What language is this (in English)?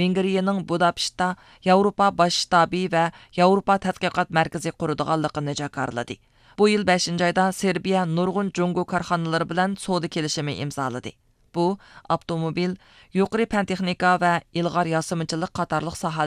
Uyghur